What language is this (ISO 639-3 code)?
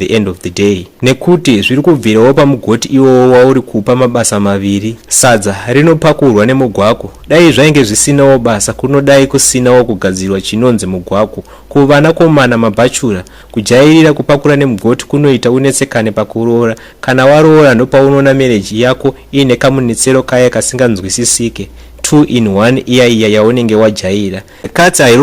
sna